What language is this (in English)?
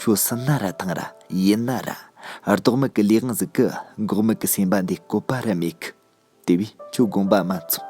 Tibetan